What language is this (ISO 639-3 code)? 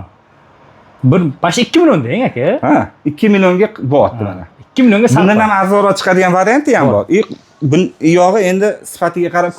uzb